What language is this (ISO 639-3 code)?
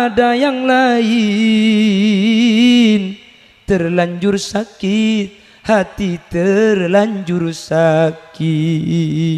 mad